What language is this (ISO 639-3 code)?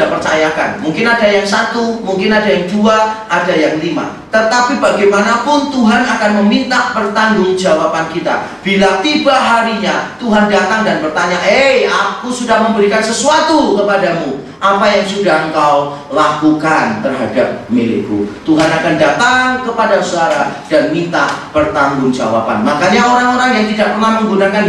ind